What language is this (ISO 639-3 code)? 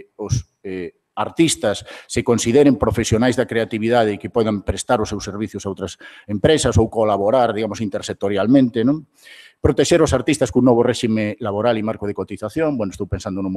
glg